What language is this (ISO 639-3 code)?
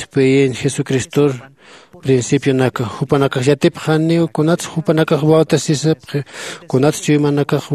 aym